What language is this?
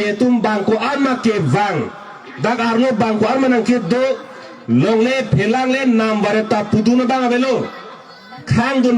Karbi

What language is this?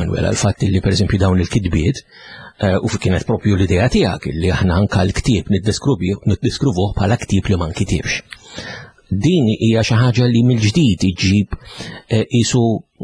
Maltese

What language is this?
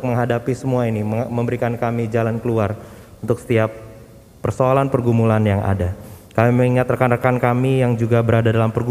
Indonesian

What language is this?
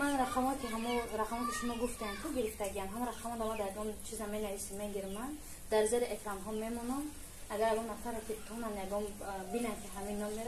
Tajik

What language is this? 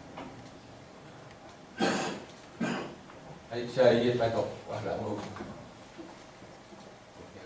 Chinese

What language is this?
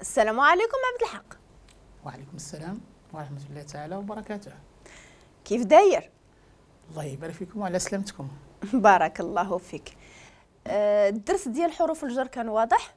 Moroccan Arabic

